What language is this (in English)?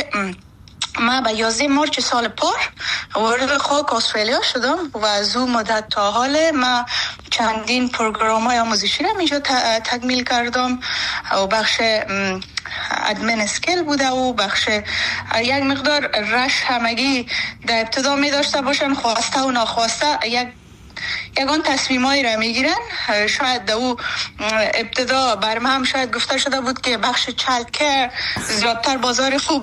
Persian